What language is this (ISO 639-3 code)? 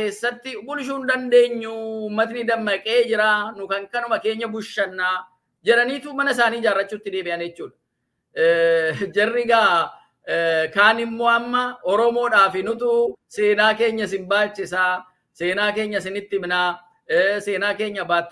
orm